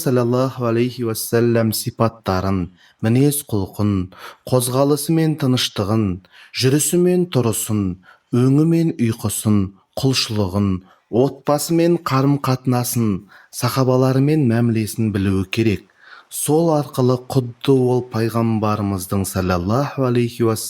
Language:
Kazakh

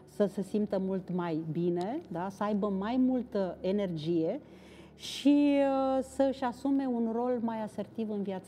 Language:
Romanian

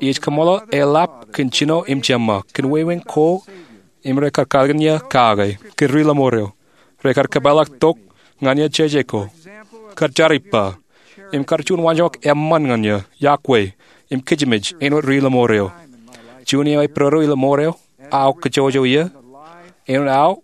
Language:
Marshallese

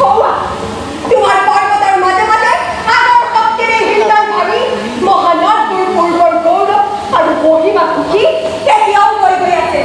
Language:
Assamese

